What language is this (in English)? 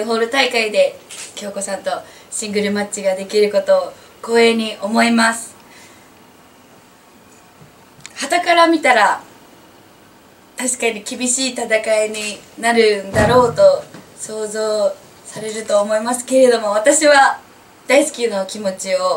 Japanese